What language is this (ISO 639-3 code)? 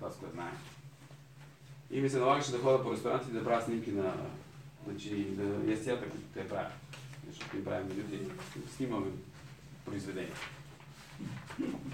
bul